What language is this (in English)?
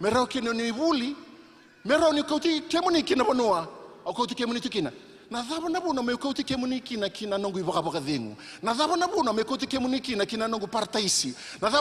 Fijian